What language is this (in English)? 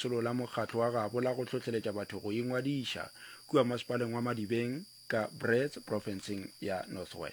Northern Sotho